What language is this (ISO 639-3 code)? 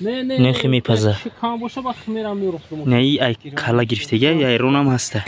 tgk